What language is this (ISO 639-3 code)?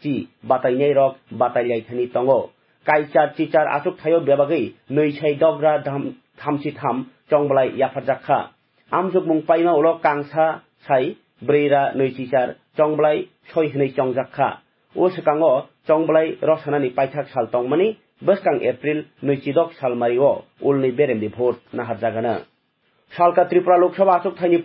trp